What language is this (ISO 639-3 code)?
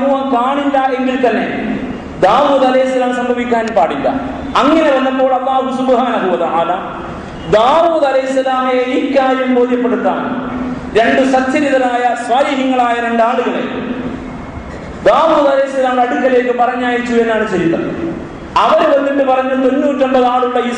mal